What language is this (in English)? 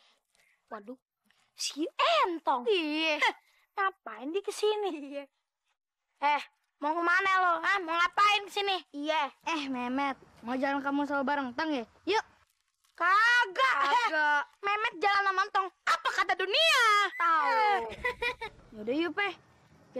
Betawi